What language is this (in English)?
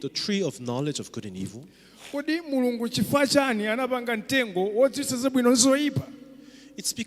Nyanja